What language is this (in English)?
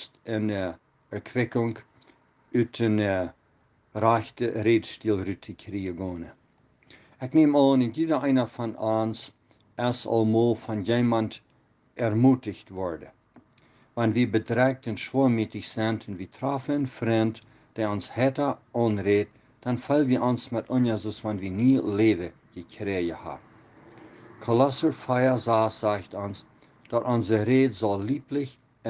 Plautdietsch